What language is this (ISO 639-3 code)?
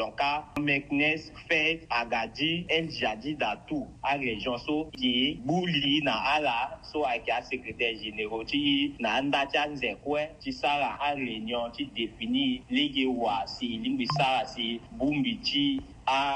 sag